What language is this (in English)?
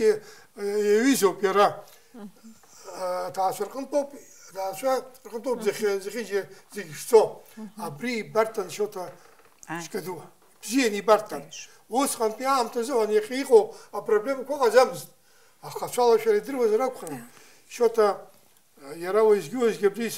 Abkhazian